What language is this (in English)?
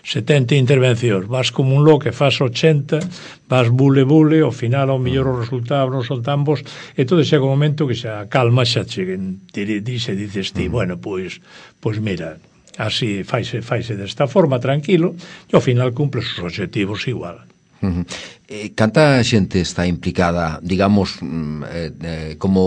Galician